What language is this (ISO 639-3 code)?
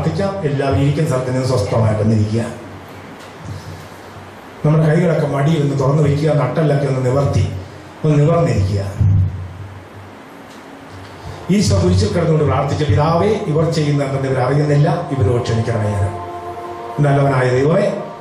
mal